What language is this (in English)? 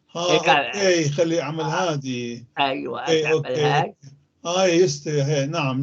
North Levantine Arabic